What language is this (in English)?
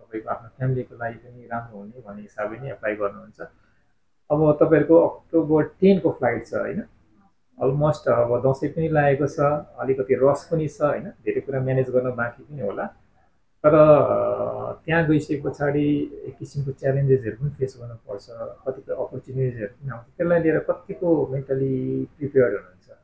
Nepali